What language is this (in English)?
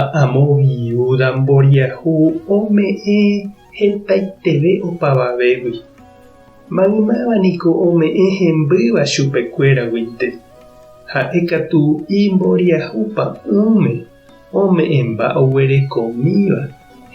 Guarani